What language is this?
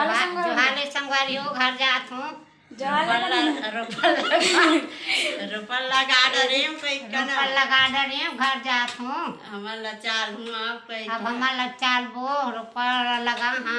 Chhattisgarhi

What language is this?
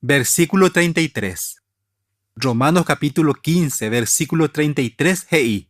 Guarani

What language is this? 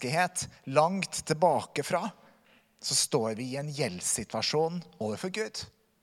Norwegian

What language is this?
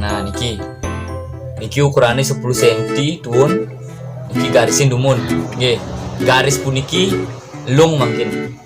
Balinese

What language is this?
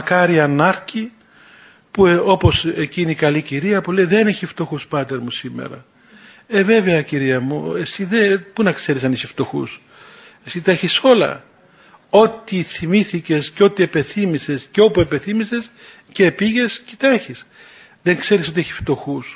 Greek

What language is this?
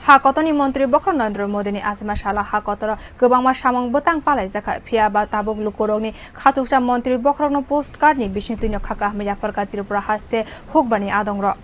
Kok Borok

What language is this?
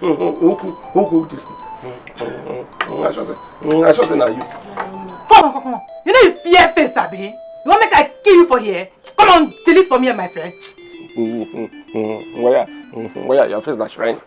Nigerian Pidgin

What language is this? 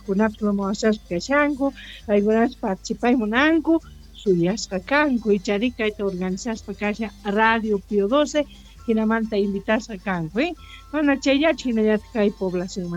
Quechua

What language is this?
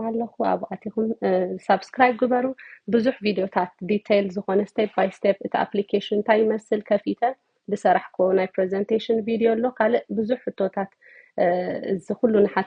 Tigrinya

